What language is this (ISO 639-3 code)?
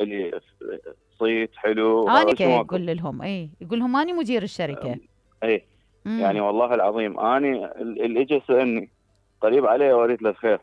acm